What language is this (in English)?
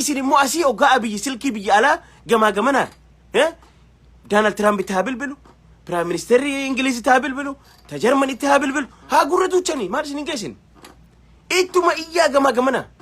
Oromo